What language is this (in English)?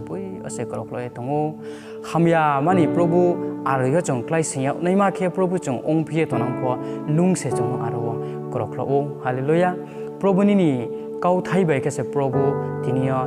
Riang (India)